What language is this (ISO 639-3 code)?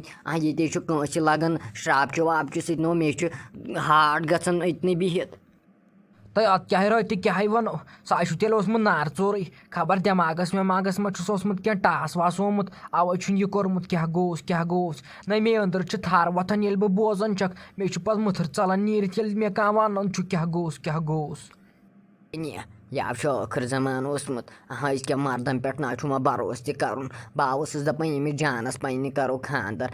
kas